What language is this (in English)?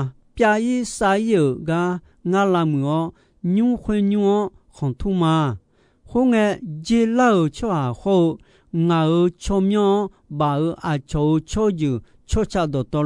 Akha